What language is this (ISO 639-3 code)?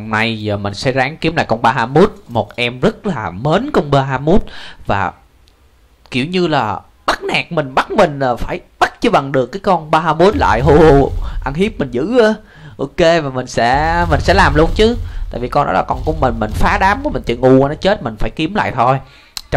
vie